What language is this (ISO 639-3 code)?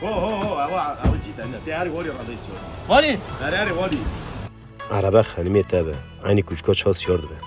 kur